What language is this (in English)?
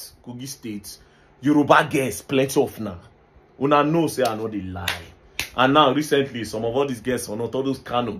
Nigerian Pidgin